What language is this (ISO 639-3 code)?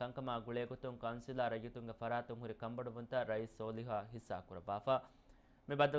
div